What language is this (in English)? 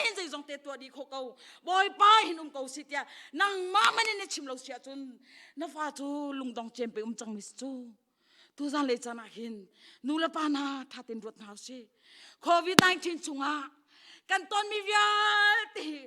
Hakha Chin